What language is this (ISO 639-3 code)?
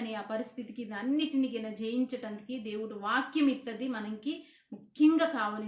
kff